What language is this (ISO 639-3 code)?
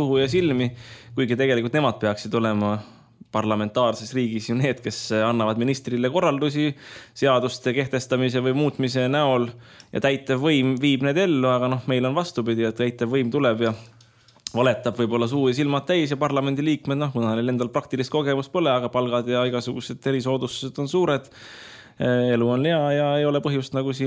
est